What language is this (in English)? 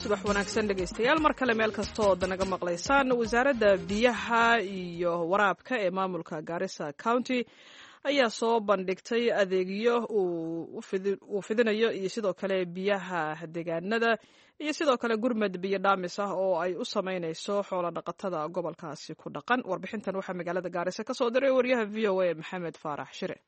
Somali